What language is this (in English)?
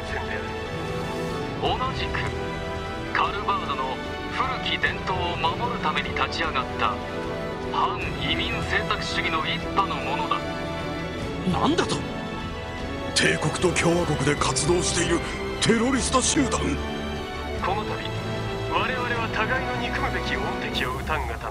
Japanese